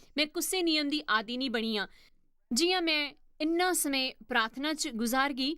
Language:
Dogri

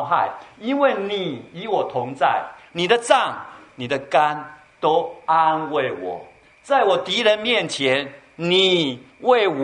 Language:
Chinese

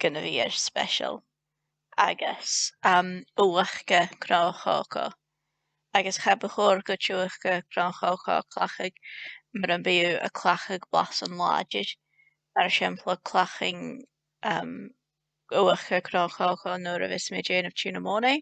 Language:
Scottish Gaelic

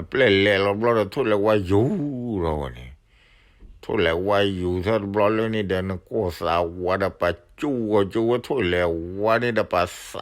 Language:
S'gaw Karen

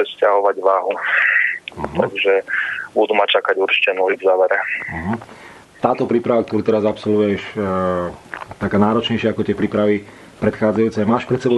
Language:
Slovak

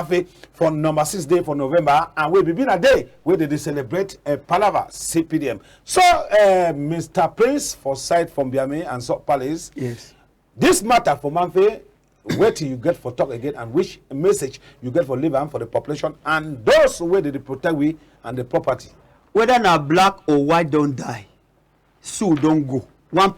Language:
Cameroon Pidgin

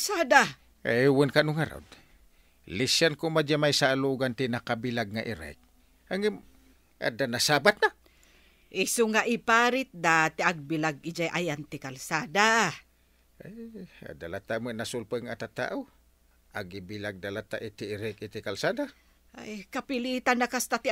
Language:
Iloko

